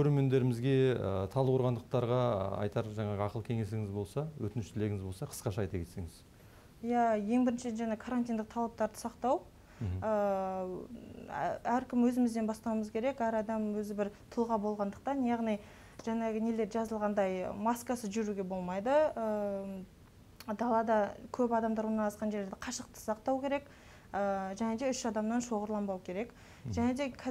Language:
Kazakh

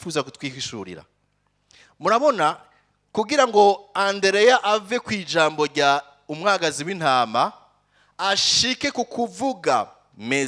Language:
Rundi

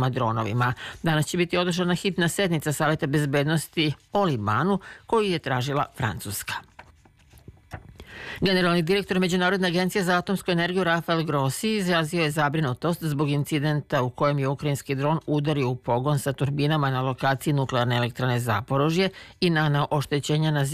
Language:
Serbian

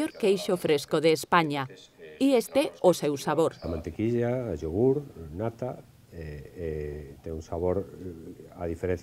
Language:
Galician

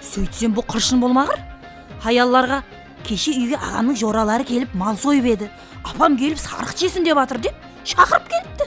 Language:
Kara-Kalpak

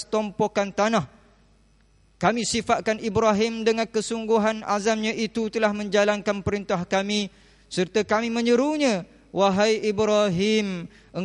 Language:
Malay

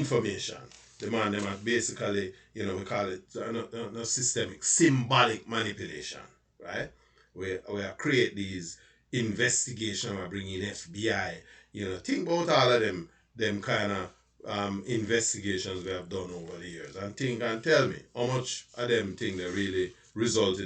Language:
Jamaican Creole English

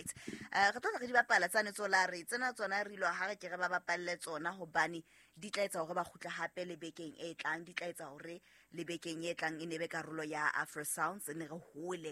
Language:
Southern Sotho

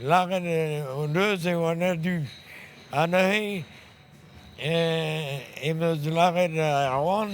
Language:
Breton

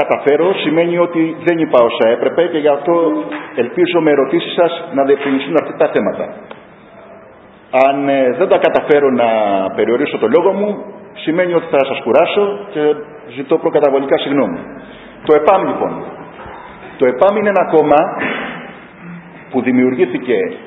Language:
Greek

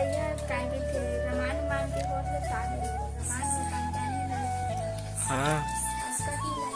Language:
Chhattisgarhi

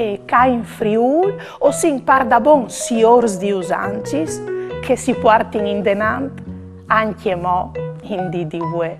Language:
Friulian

